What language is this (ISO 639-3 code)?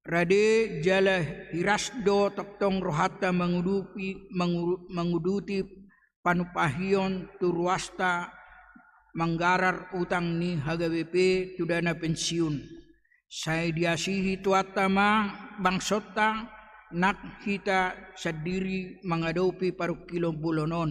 bbc